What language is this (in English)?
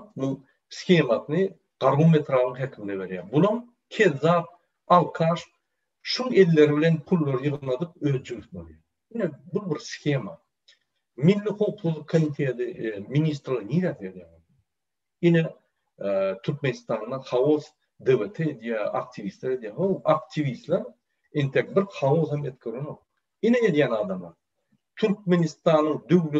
Turkmen